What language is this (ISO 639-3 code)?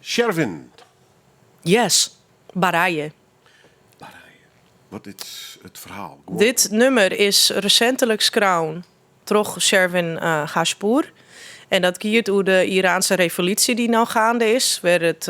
fry